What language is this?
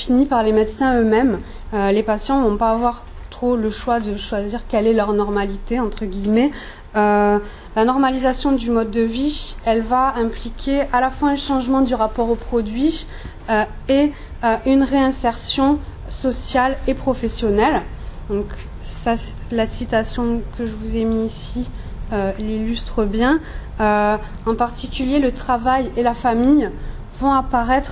French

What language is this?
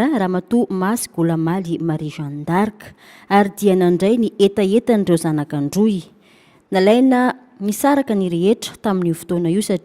Malagasy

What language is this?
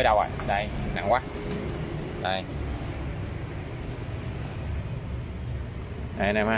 Vietnamese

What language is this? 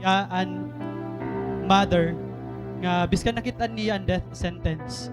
Waray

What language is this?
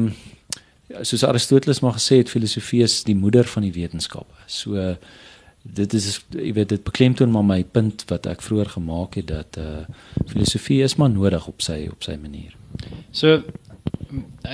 Afrikaans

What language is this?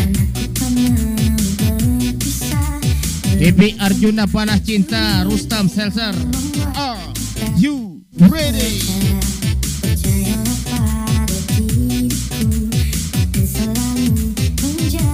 Indonesian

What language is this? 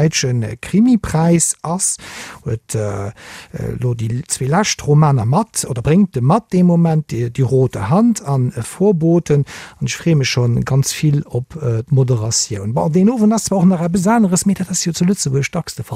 Luxembourgish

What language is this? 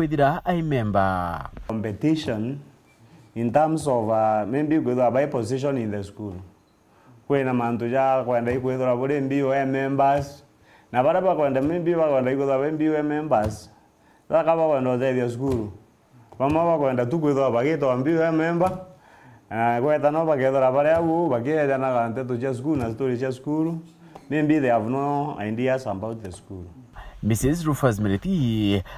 Meru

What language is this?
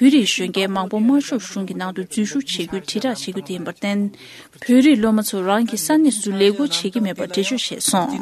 Tibetan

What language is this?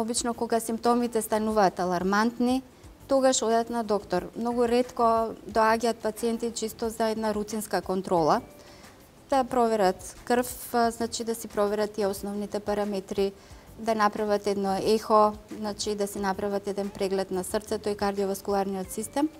Macedonian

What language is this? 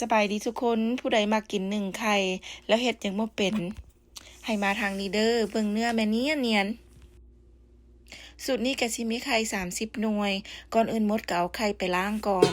Lao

